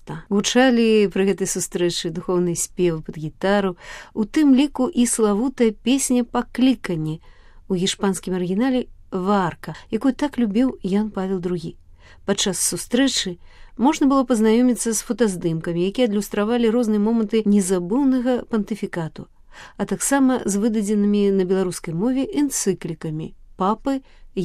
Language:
Belarusian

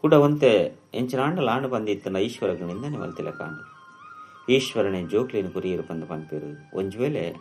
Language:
Tulu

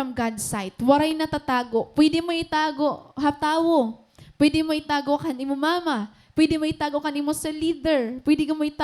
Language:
Waray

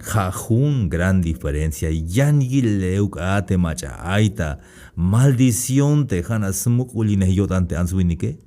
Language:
Tzeltal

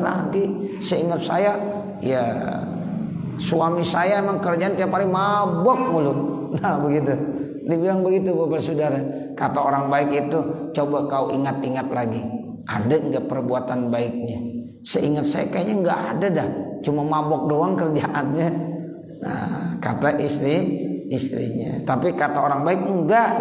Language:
Indonesian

